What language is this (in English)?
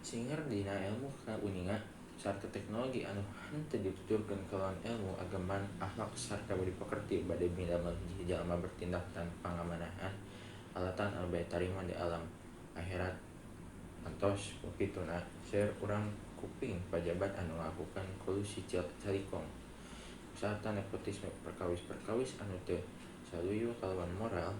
Sundanese